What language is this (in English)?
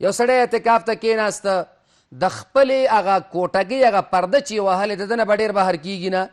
Pashto